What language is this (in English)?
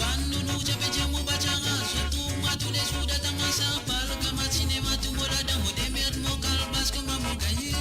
Morisyen